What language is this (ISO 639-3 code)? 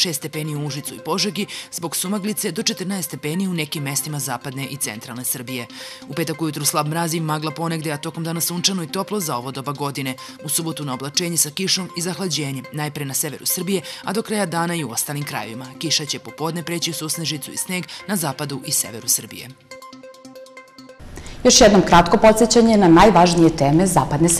srp